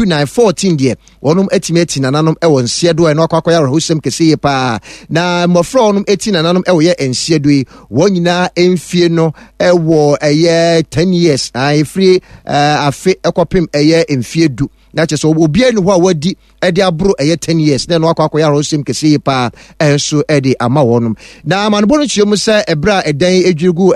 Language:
Akan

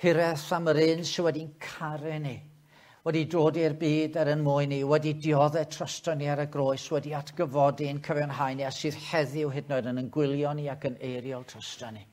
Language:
Welsh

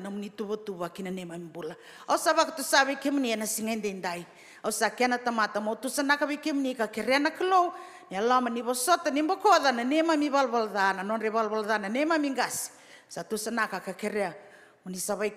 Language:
Fijian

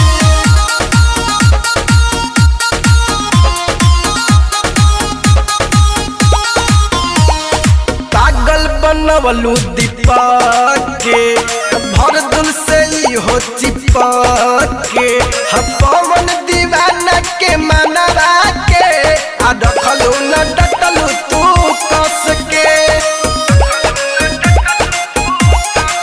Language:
Bhojpuri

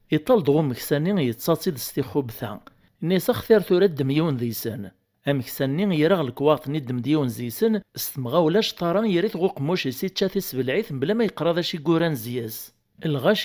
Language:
Kabyle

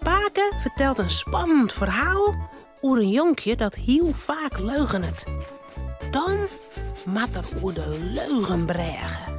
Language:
Western Frisian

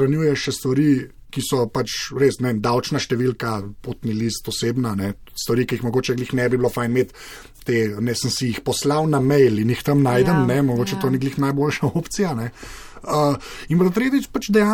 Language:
Slovenian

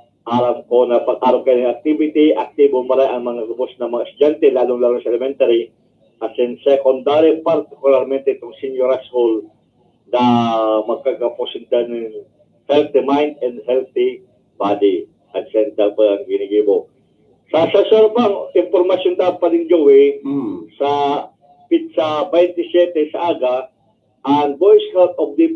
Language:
Bikol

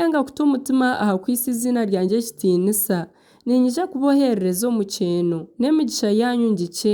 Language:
Nyankole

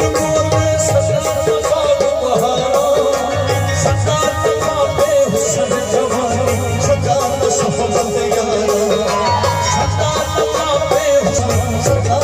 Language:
Pahari-Potwari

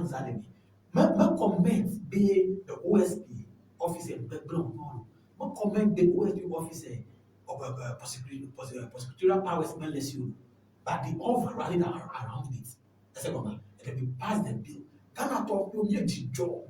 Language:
Ewe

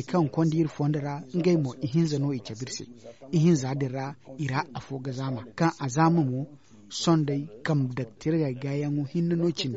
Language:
Zarma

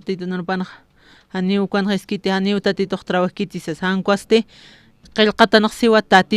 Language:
Aymara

